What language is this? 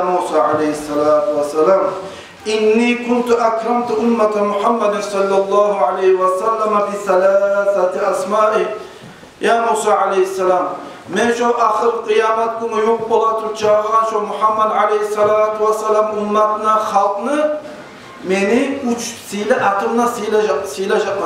Kumyk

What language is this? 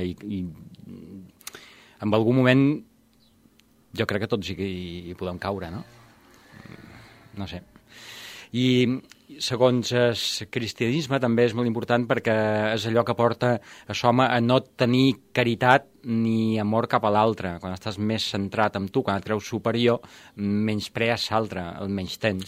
Catalan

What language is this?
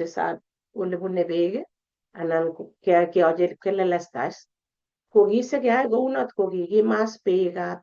Kalenjin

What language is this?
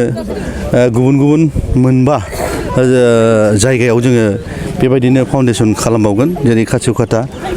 Bodo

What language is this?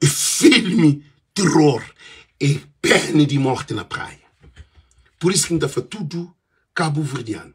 Kabuverdianu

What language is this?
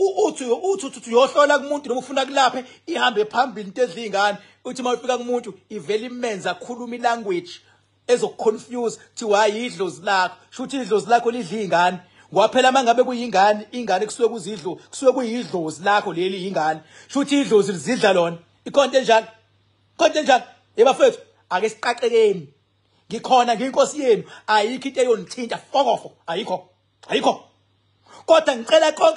Zulu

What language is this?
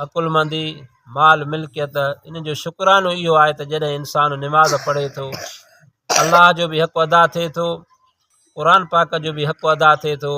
Sindhi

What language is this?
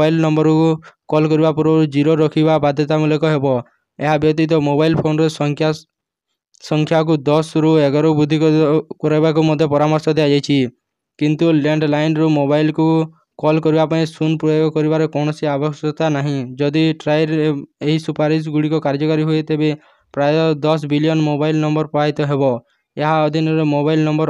Odia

